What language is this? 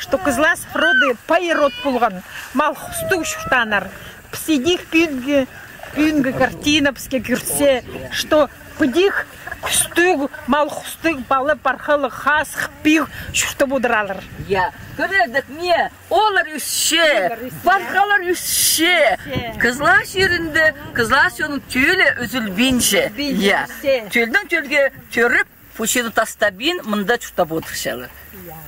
Khakas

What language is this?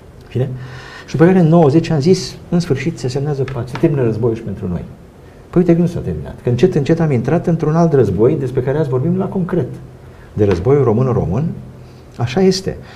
Romanian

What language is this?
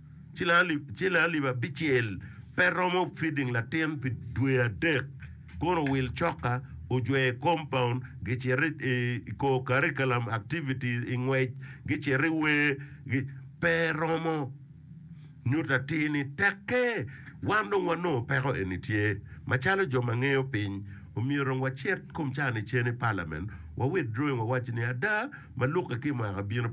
Acoli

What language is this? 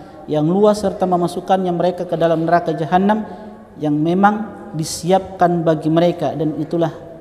Indonesian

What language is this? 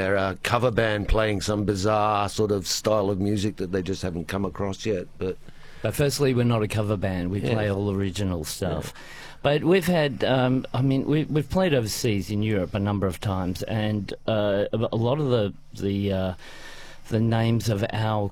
English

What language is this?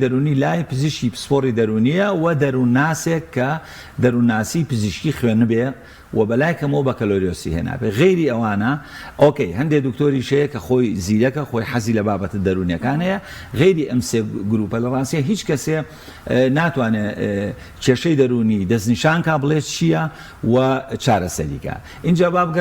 Central Kurdish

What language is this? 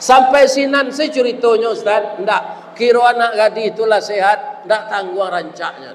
Minangkabau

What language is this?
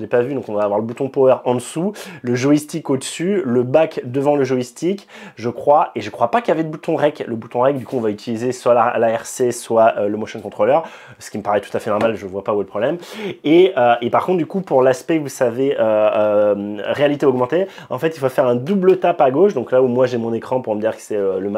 French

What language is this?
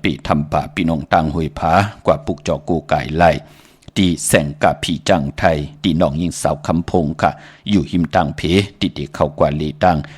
Shan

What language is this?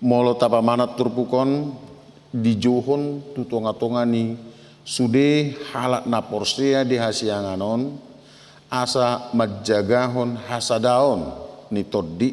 Batak Toba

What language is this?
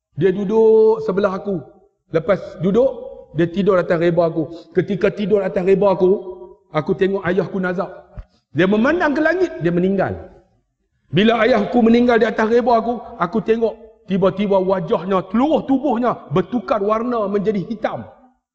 Malay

